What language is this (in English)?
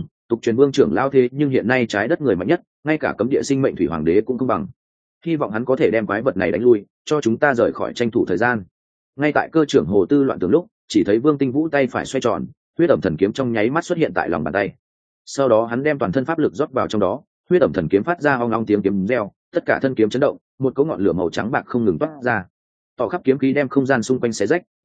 Vietnamese